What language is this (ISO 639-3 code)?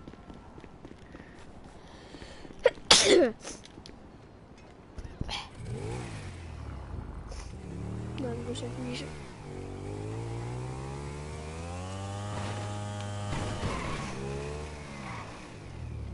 nld